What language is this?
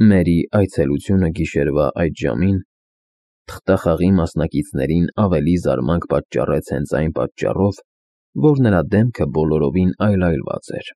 Armenian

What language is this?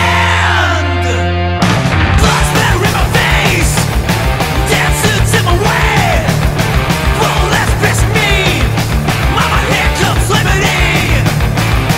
English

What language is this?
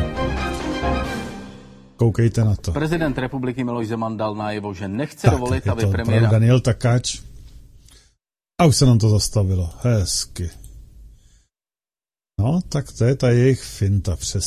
Czech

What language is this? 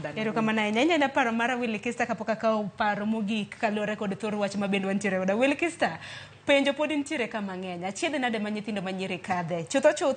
Luo (Kenya and Tanzania)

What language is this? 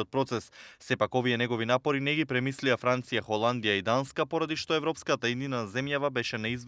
Macedonian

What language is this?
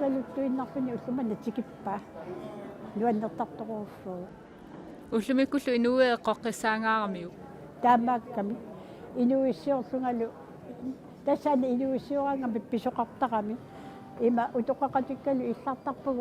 Kalaallisut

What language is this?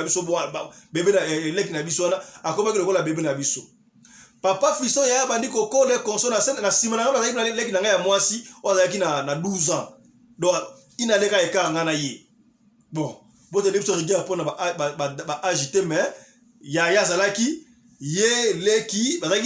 Lingala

